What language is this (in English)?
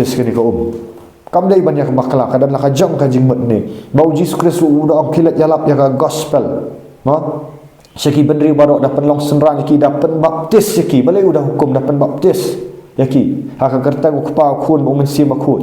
Khasi